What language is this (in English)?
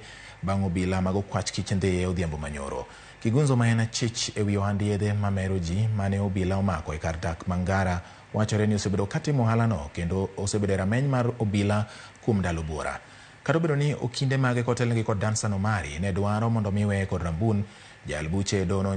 Luo (Kenya and Tanzania)